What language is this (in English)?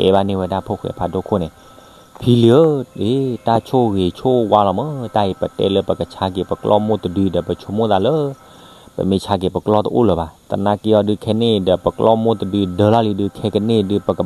S'gaw Karen